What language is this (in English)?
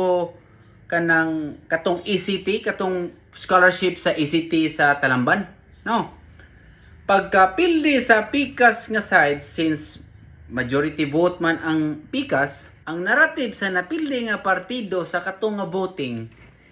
Cebuano